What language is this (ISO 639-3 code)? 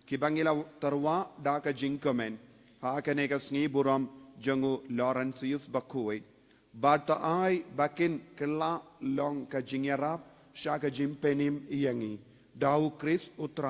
kha